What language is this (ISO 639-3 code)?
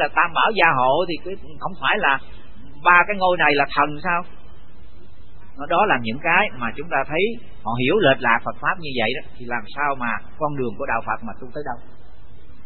vie